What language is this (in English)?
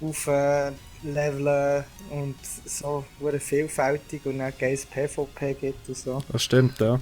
Swiss German